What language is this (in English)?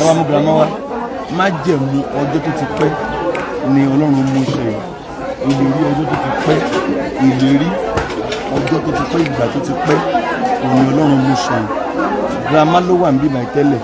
Yoruba